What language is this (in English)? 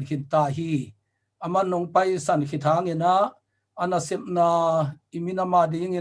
Tedim Chin